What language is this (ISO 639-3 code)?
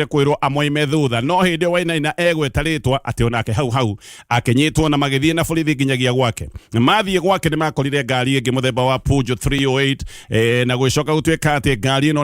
kik